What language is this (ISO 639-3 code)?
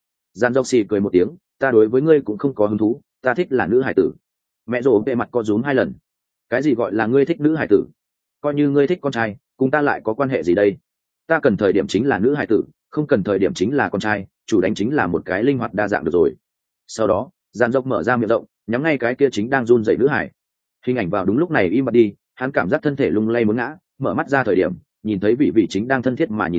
vie